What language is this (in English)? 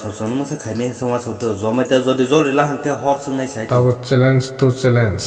Kok Borok